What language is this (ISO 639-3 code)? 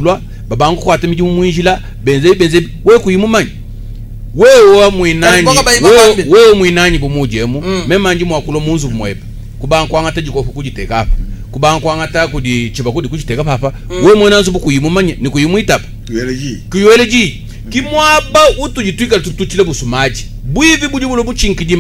lua